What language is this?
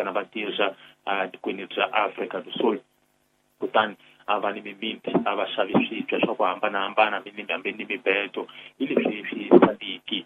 Tsonga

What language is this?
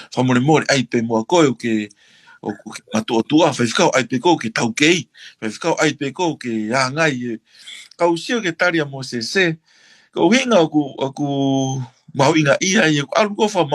Tongan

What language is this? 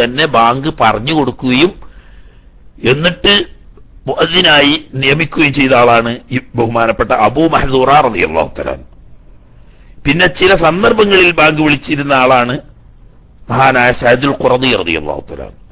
Malayalam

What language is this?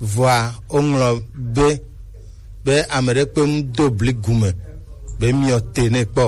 Gen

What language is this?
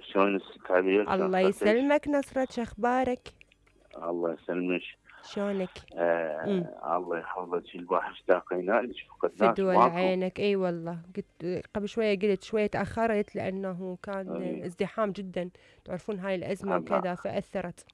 Mesopotamian Arabic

